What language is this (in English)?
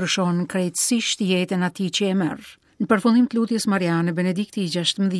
Albanian